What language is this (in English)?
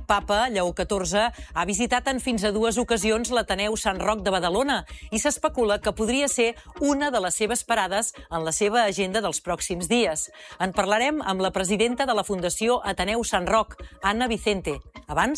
Catalan